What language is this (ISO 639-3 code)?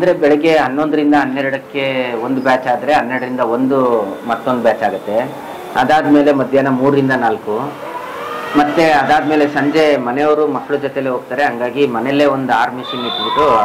kan